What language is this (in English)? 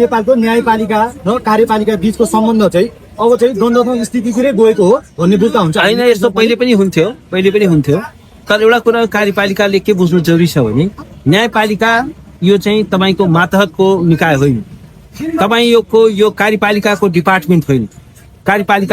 Nepali